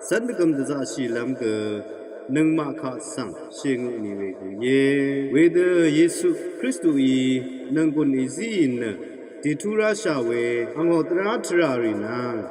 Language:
Rawang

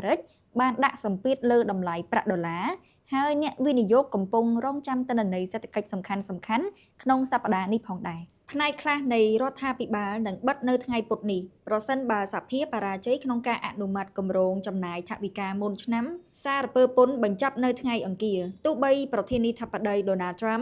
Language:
Khmer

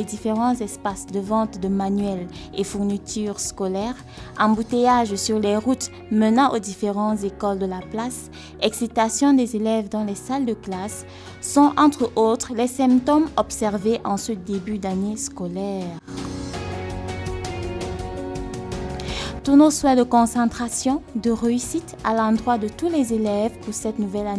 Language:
French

